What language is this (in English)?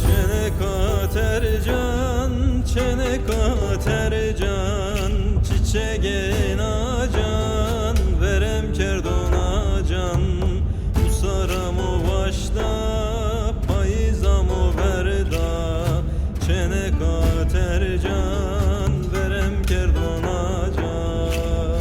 Zaza